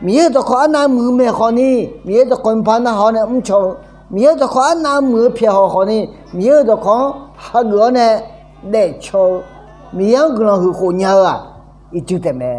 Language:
Akha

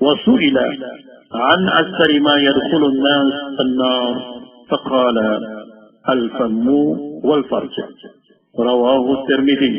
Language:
Maranao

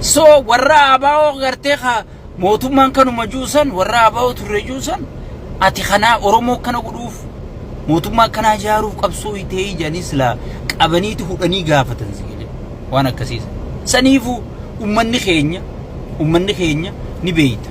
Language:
Oromo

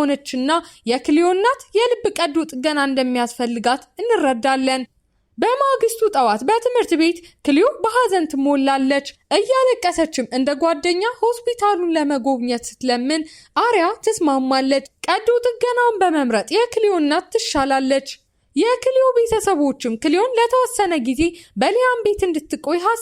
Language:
Amharic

